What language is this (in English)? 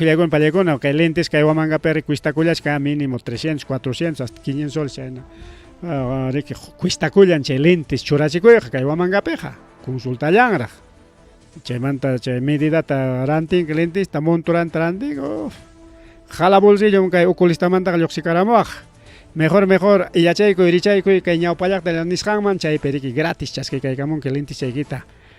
Ayacucho Quechua